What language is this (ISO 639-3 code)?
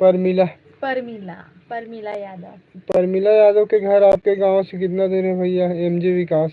hne